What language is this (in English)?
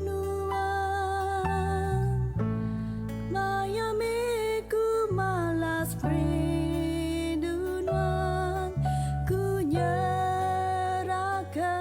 Iban